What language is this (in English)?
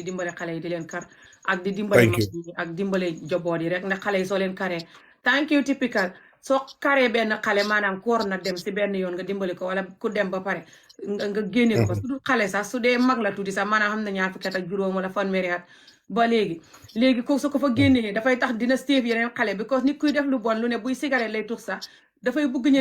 Wolof